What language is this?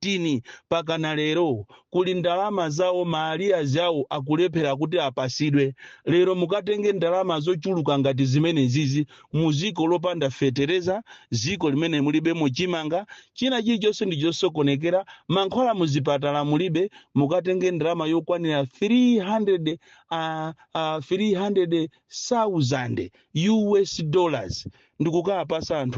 Nyanja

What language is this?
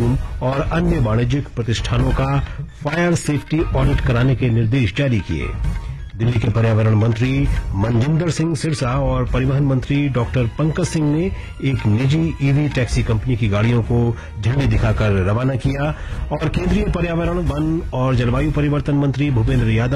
Hindi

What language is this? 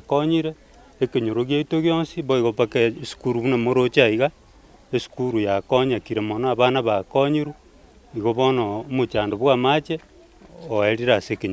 Gusii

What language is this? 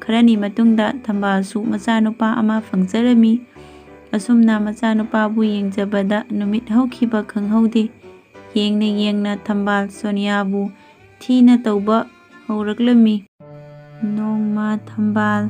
Manipuri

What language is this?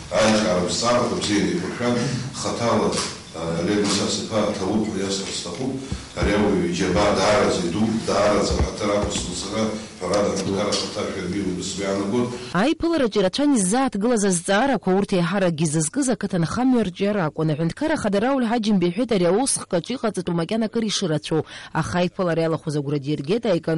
Abkhazian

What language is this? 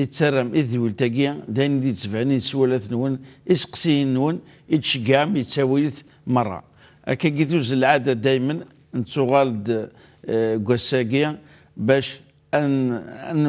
Kabyle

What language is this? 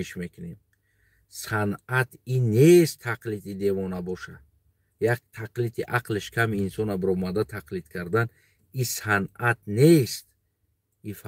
Tajik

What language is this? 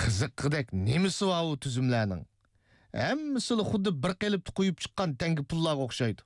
Uyghur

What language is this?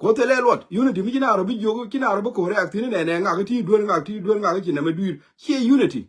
Nuer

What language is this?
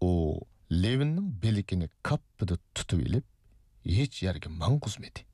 Uyghur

